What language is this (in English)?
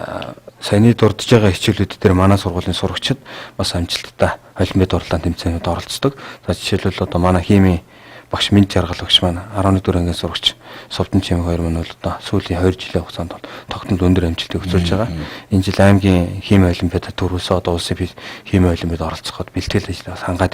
Mongolian